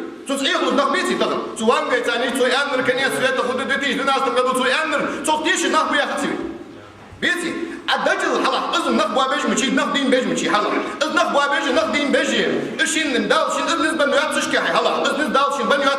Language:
Ingush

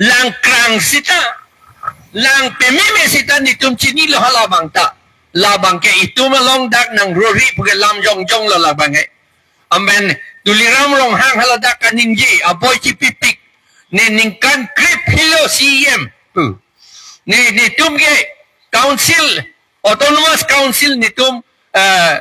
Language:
Karbi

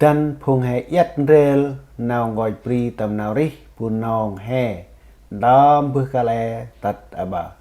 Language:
Central Mnong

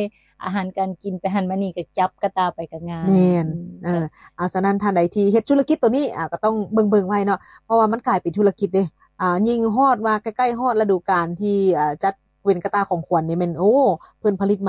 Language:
Lao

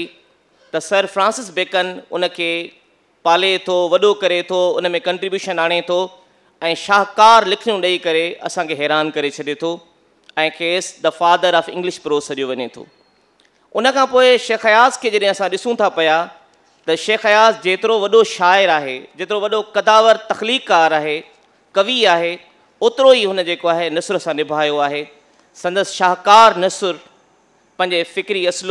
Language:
Sindhi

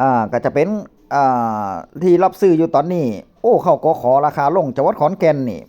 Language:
Northeastern Thai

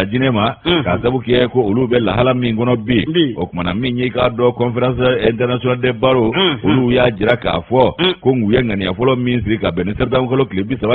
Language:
Bambara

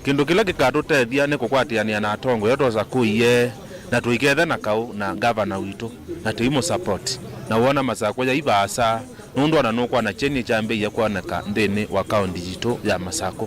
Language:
Kamba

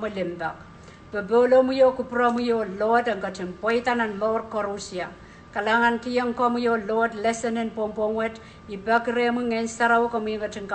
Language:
Pohnpeian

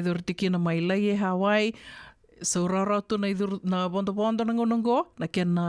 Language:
Fijian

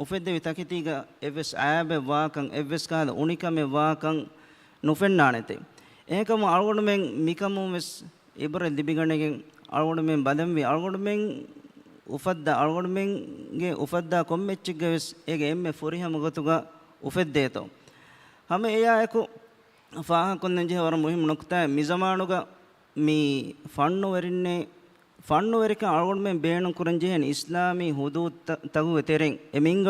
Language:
Divehi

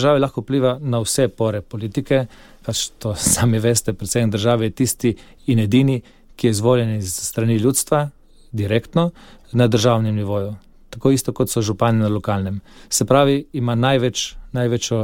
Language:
Slovenian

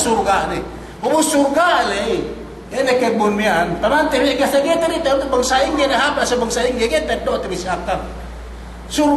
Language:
Yakan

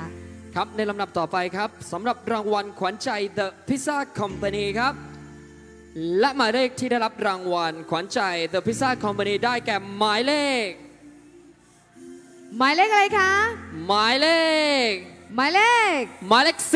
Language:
Thai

